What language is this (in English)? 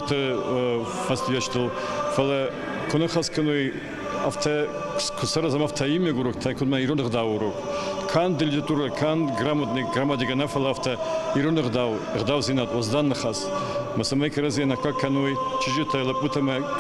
Ossetic